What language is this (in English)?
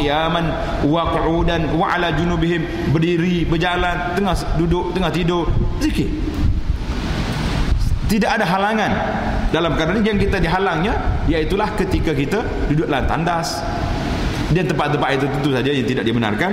Malay